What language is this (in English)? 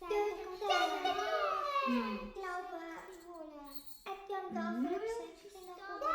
Swiss German